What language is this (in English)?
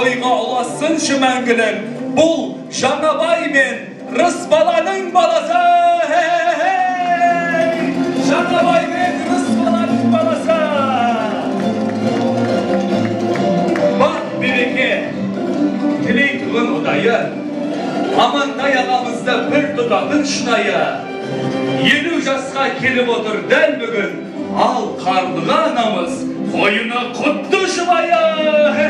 Kazakh